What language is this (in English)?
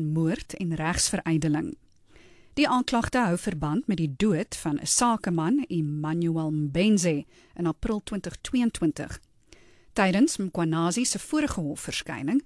Afrikaans